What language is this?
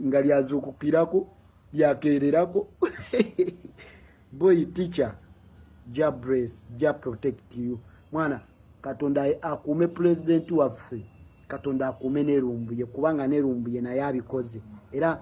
Ganda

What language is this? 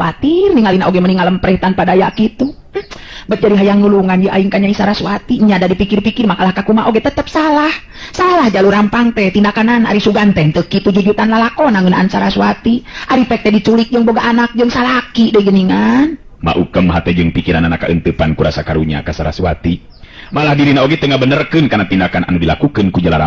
Sundanese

